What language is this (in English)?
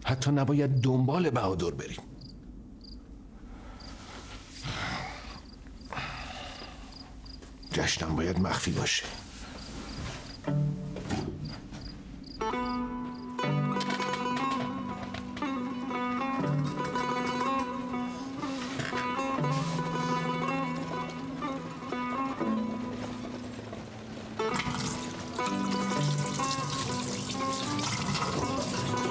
Persian